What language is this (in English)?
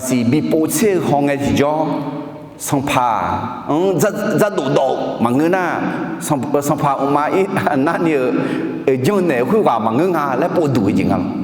Akha